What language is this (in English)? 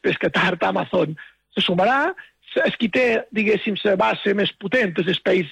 Catalan